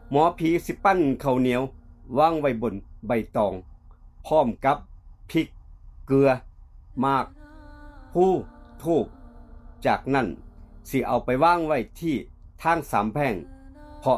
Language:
Lao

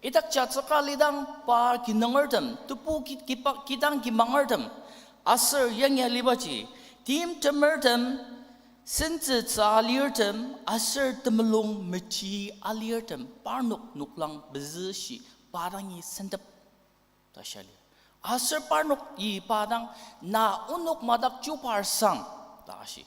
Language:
Ao Naga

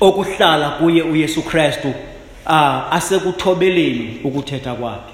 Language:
Xhosa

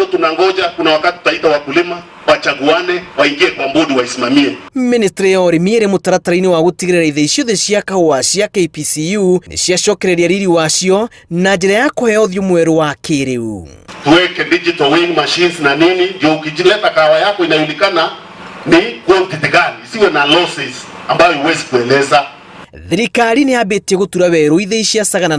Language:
Kikuyu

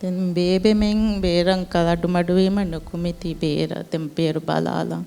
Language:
Divehi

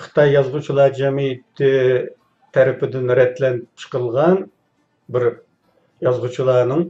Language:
Uyghur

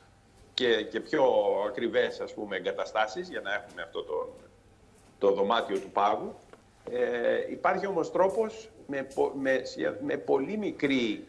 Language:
Greek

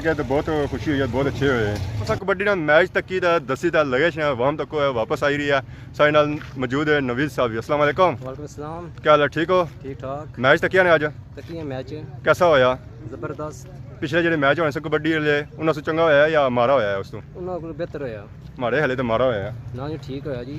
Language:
Pahari-Potwari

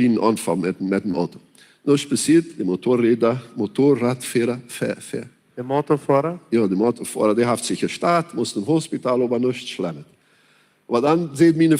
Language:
Plautdietsch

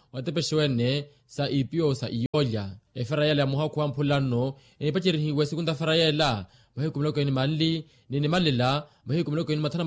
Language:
Makhuwa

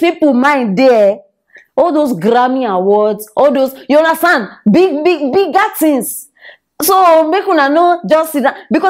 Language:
Nigerian Pidgin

